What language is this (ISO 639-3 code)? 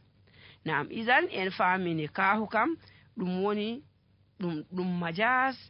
fuv